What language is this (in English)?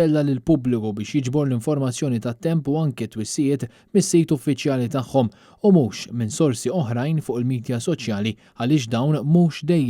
Maltese